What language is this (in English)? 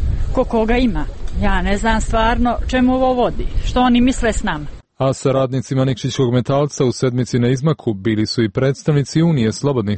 Serbian